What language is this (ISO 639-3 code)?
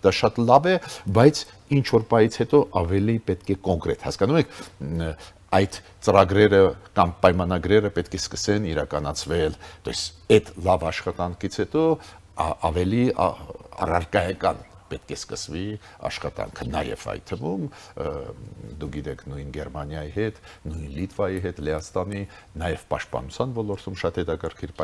hye